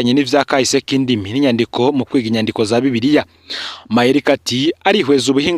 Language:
Rundi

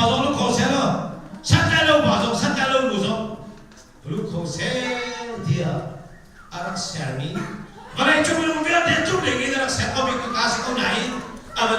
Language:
Hakha Chin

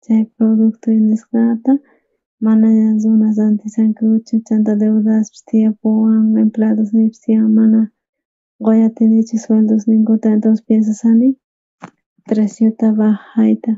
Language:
South Bolivian Quechua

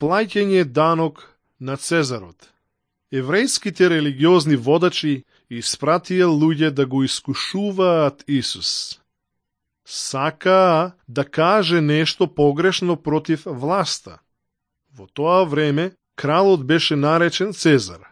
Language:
Macedonian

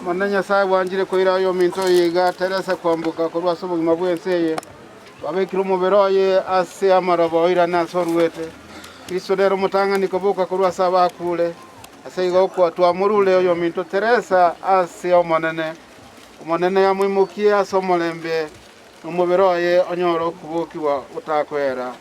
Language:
Gusii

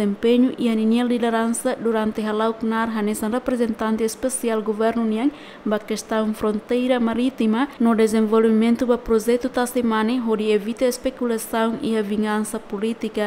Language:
Tetum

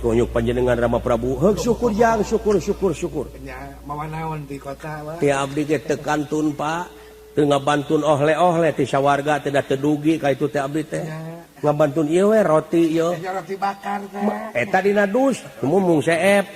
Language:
Sundanese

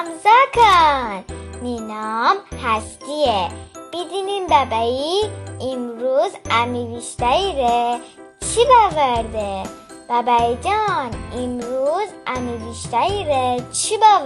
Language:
Gilaki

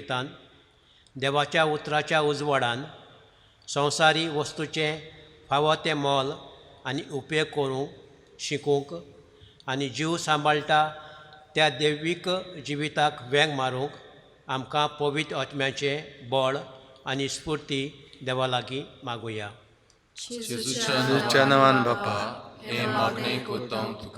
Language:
Konkani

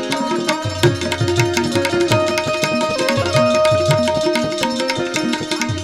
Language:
Gujarati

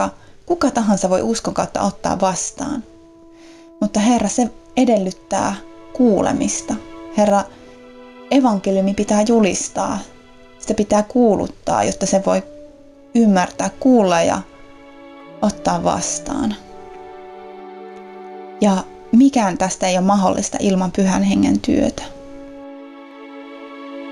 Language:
Finnish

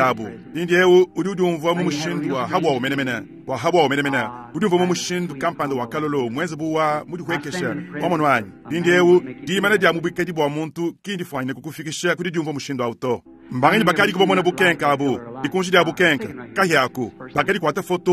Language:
Luba-Lulua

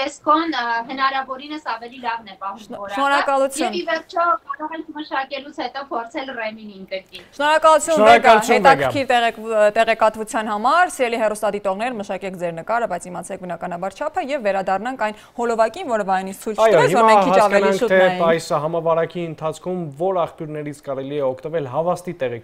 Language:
Armenian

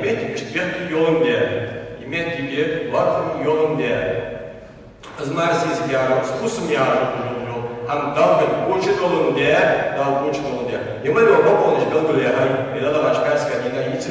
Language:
Ingush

